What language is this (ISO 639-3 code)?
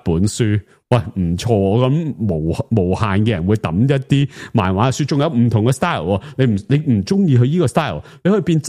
yue